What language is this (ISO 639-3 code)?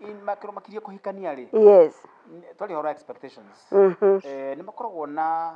kik